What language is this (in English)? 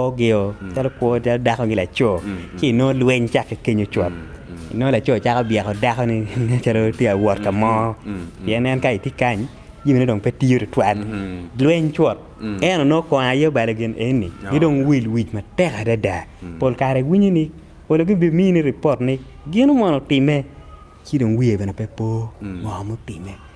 Acoli